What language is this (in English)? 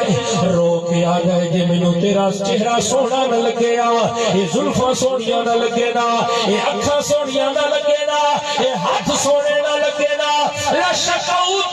Saraiki